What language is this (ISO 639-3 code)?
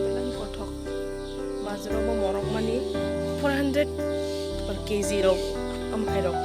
trp